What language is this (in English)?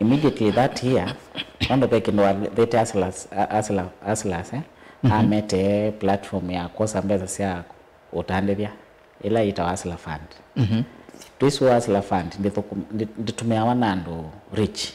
Kamba